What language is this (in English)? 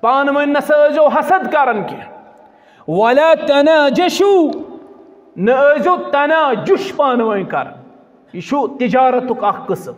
Kashmiri